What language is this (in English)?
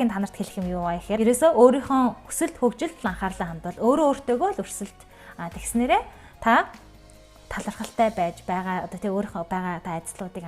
Mongolian